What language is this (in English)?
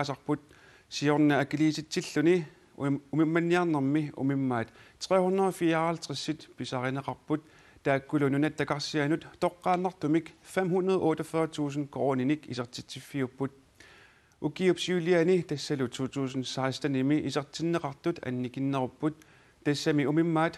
Kalaallisut